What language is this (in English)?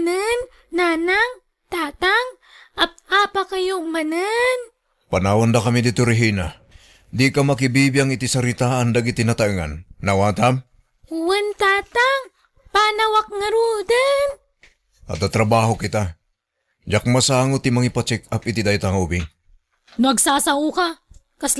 Iloko